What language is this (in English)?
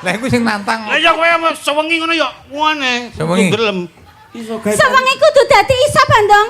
Javanese